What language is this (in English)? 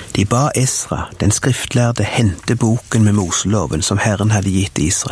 Norwegian